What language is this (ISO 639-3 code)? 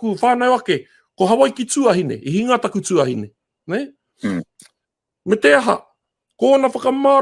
mri